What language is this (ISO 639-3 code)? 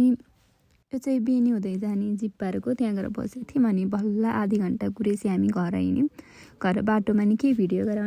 nep